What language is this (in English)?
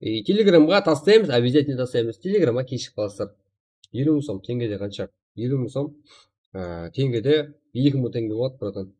Kara-Kalpak